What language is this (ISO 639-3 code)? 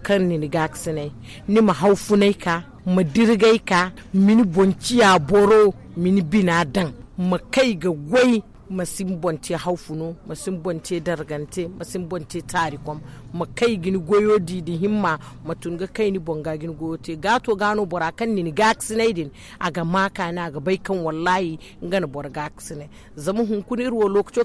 dje